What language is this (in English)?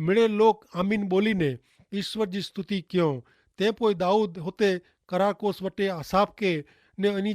Kachhi